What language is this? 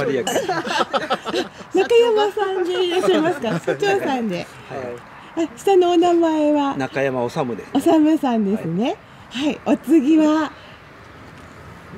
Japanese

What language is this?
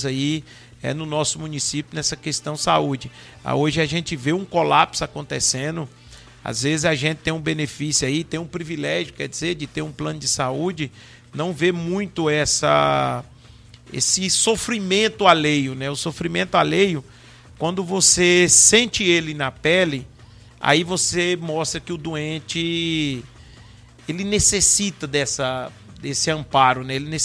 Portuguese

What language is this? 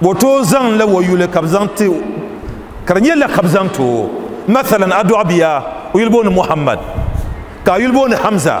Dagbani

